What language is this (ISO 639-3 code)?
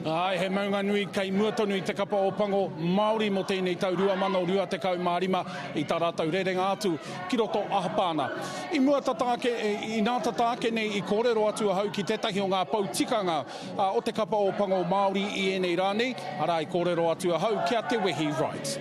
mri